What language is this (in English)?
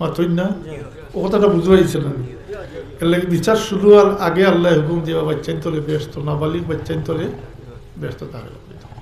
Sylheti